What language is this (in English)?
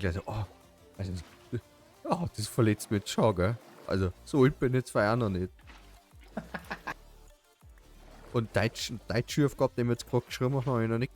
Bavarian